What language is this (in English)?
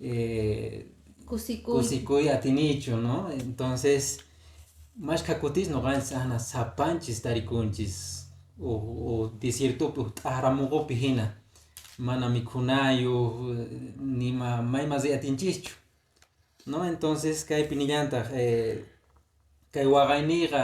Quechua